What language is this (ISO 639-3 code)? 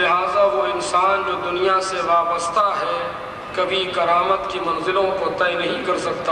urd